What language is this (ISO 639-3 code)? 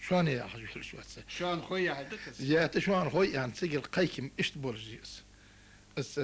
inh